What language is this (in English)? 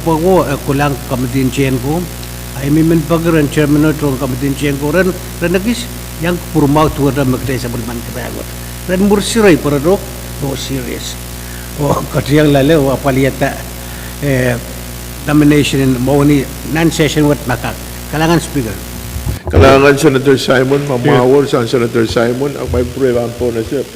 Pohnpeian